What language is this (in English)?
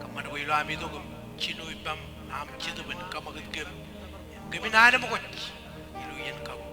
Marshallese